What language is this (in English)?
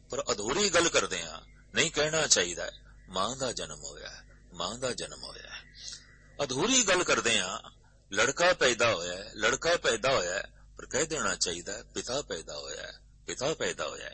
Punjabi